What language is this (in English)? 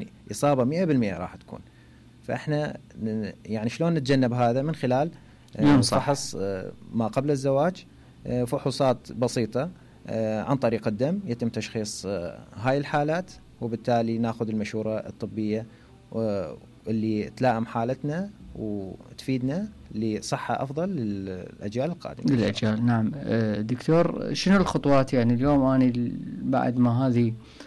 Mesopotamian Arabic